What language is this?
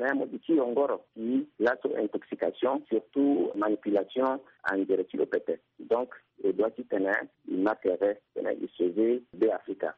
Sango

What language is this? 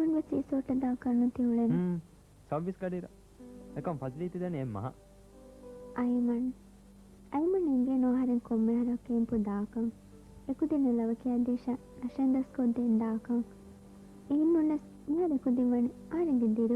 Divehi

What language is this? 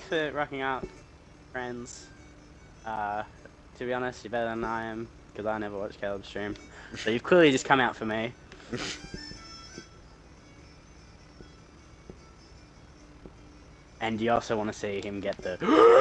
English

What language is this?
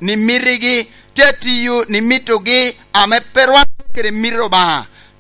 Lango (Uganda)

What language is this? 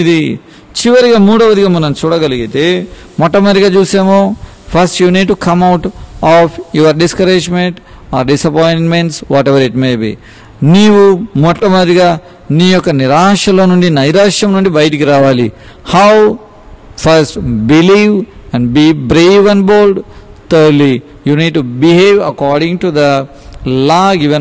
Telugu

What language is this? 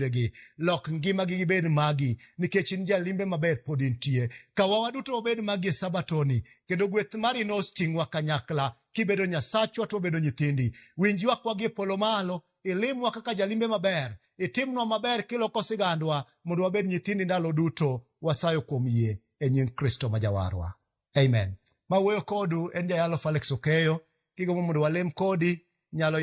Luo (Kenya and Tanzania)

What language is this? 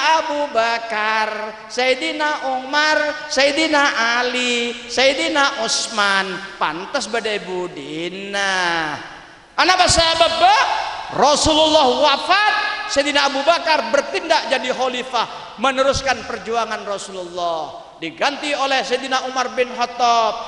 Madurese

